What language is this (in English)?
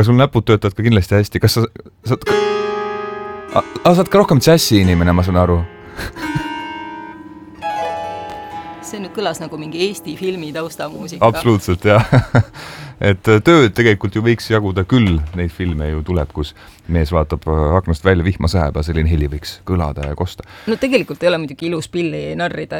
Estonian